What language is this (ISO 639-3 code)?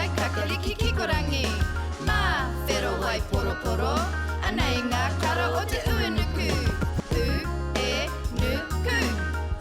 mri